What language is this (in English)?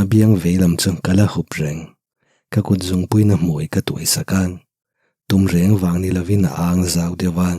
Mizo